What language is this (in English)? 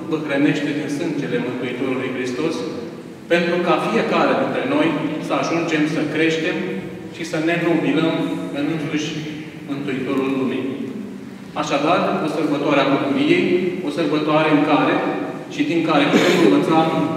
Romanian